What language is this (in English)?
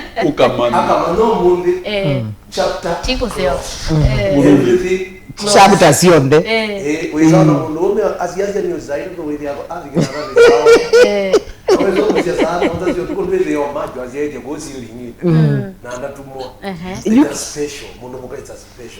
Kamba